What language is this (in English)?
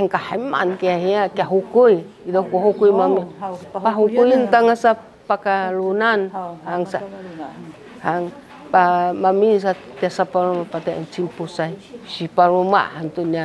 Sakizaya